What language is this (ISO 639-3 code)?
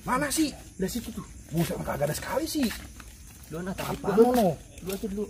bew